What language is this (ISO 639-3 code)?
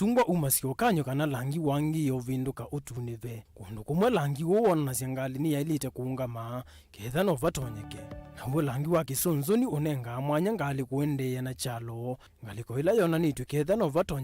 kam